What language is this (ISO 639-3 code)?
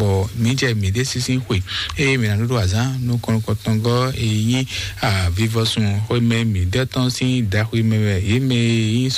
fon